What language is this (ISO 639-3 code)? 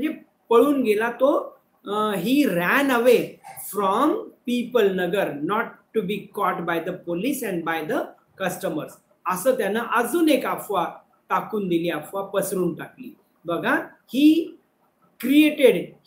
mar